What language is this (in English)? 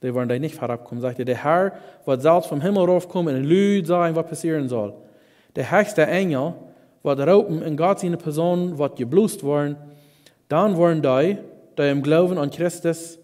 Plautdietsch